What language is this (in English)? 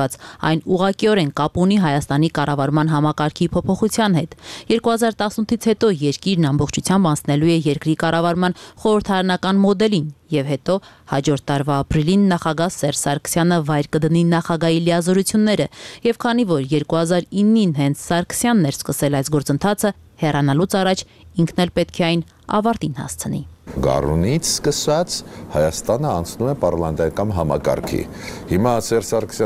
Armenian